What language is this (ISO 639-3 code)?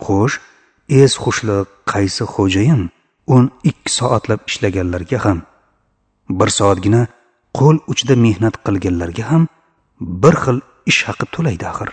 uzb